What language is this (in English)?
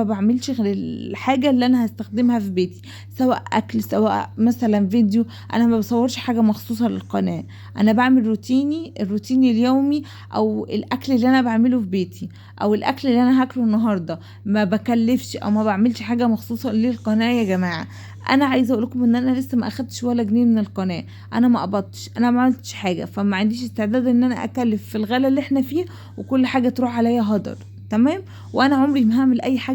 Egyptian Arabic